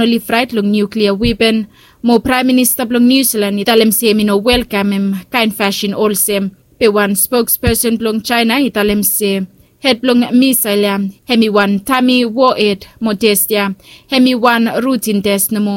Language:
Bislama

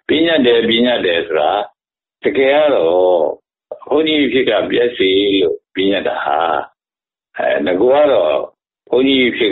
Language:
Burmese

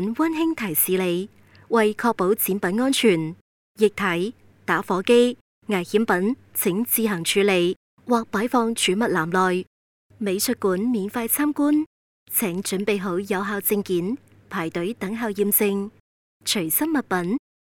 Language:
Cantonese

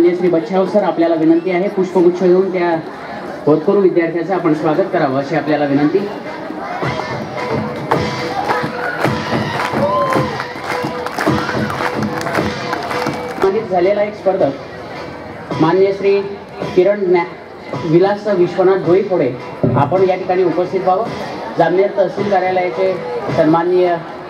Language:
Marathi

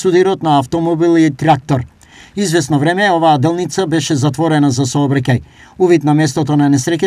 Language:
Macedonian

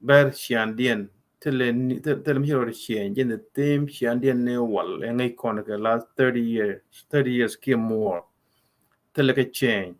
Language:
Nuer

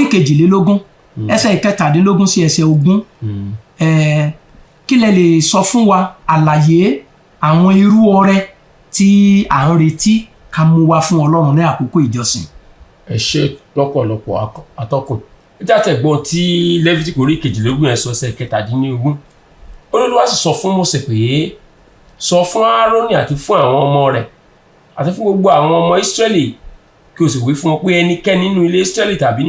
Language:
Yoruba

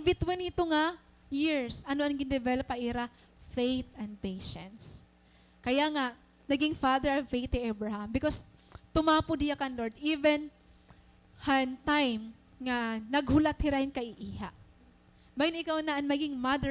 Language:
Waray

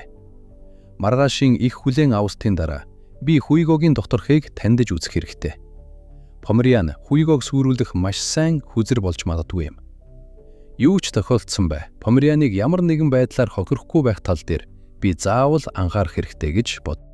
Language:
Mongolian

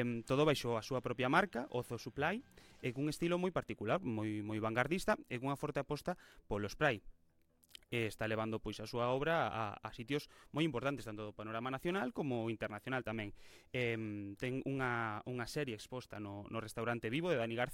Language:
Galician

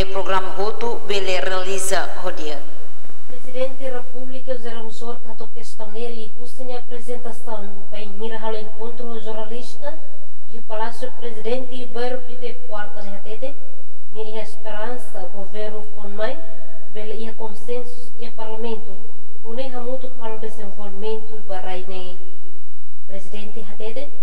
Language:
Tetum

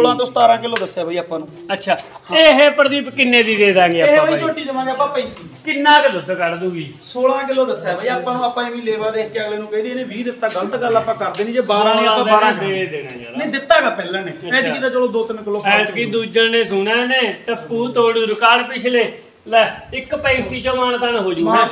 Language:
Punjabi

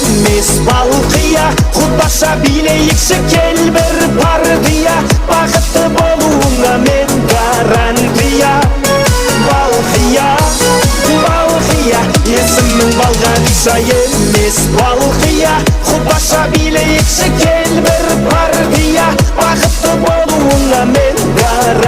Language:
Kara-Kalpak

